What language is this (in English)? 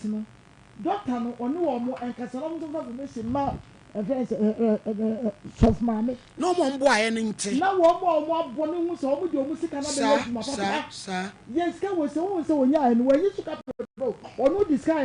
Akan